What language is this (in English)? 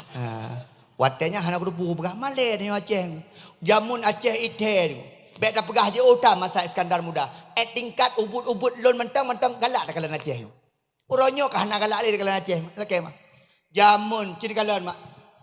Achinese